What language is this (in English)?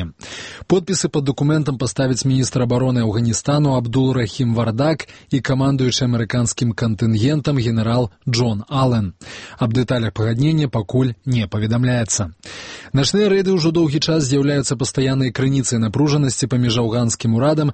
Belarusian